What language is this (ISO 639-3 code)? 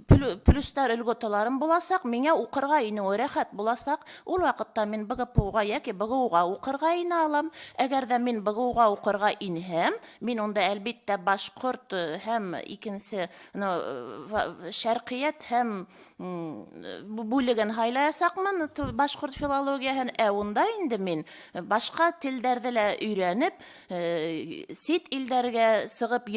bak